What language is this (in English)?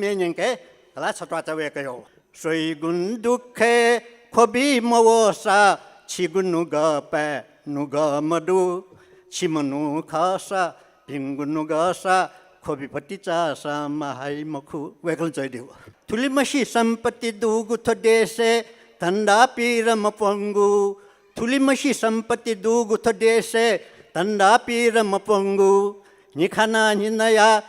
Newari